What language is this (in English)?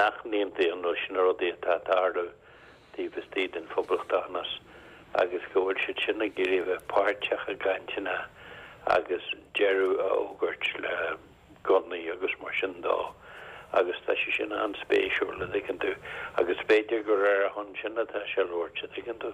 Irish